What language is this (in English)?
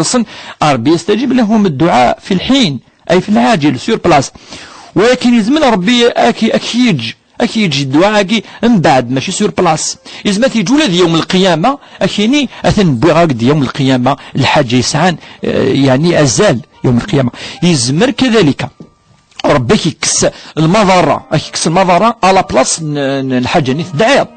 Kabyle